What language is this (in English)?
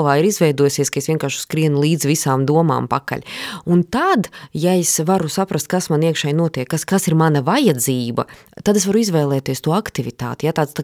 Latvian